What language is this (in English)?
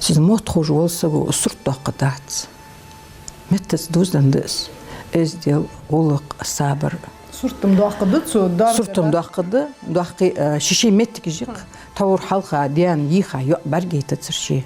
Ingush